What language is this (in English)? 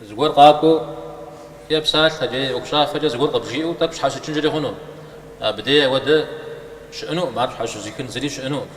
Kabardian